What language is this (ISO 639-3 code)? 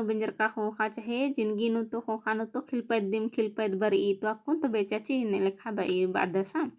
kru